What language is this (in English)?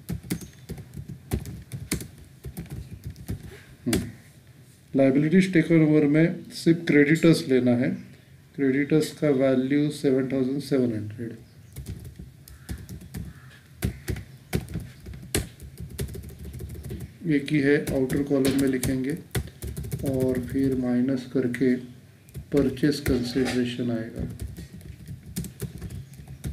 Hindi